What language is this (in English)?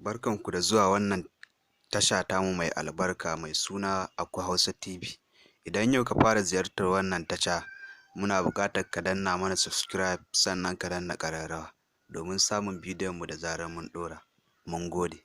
Hausa